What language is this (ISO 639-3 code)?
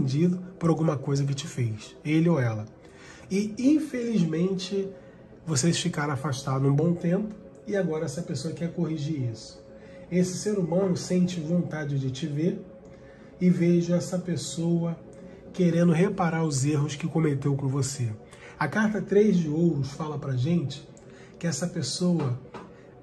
por